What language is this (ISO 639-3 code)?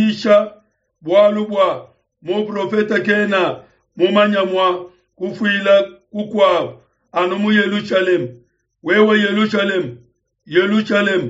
lua